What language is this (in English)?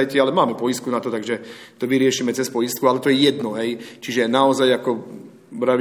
Slovak